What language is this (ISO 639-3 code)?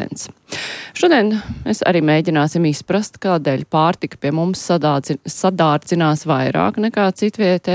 lav